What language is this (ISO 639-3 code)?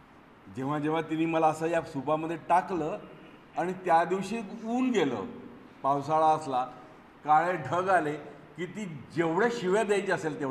mar